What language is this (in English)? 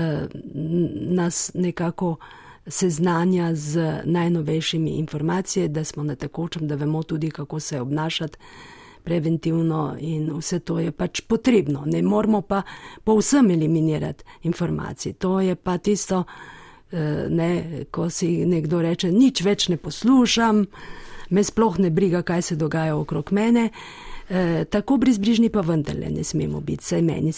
Slovenian